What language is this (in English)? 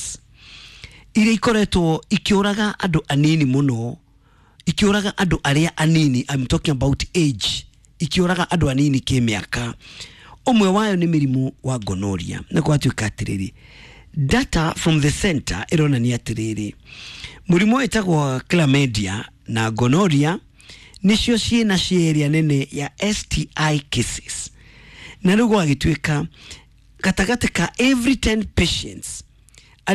Kikuyu